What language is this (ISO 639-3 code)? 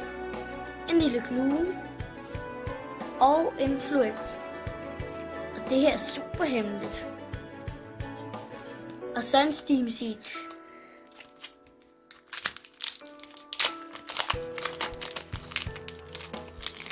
dan